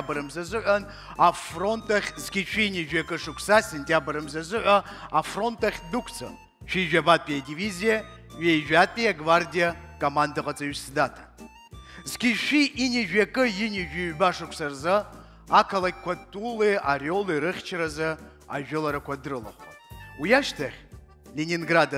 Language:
Abkhazian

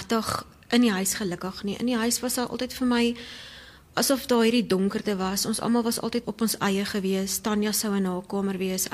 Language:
Afrikaans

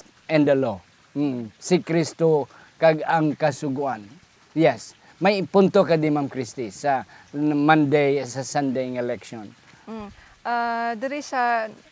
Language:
Hiligaynon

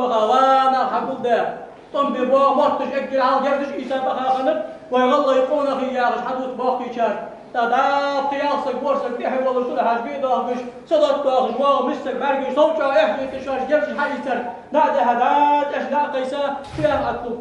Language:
Ingush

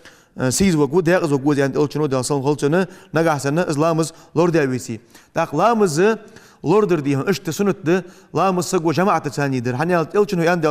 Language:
Ingush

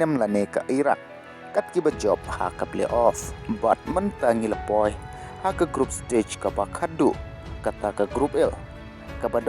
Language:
Khasi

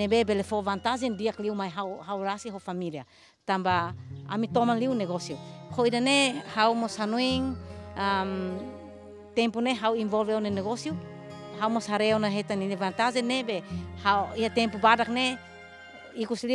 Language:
Tetum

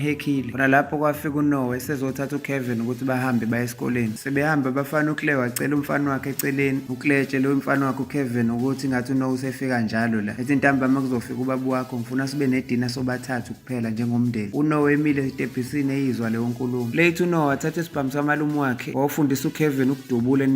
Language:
Zulu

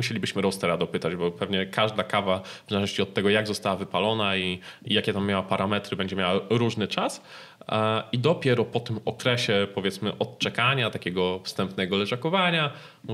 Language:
Polish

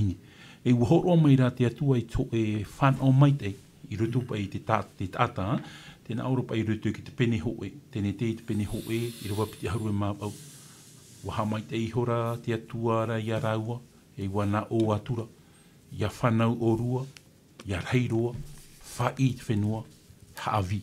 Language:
Tahitian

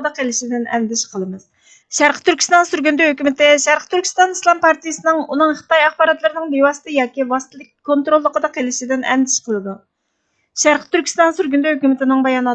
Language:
Uyghur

